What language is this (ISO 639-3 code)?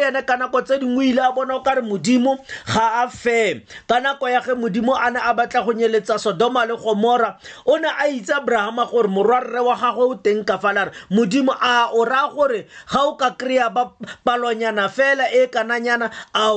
tsn